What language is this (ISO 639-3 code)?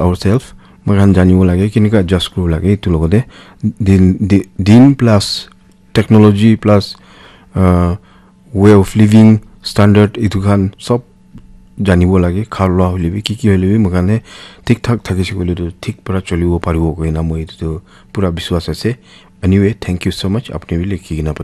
nag